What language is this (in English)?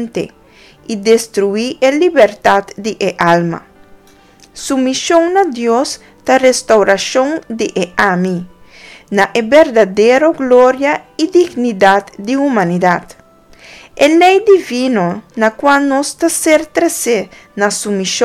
Papiamento